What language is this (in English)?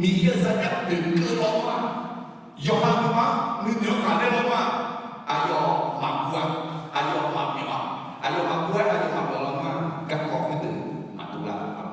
Akha